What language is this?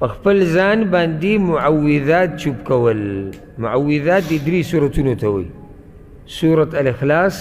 Pashto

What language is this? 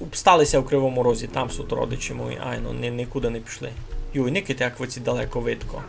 Rusyn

